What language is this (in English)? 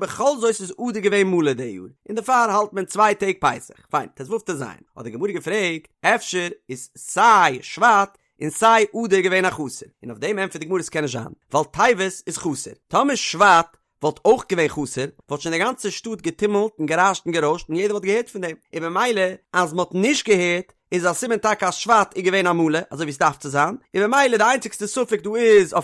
Yiddish